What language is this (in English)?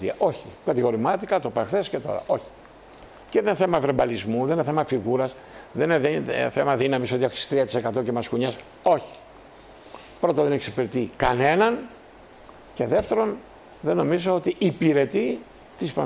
Greek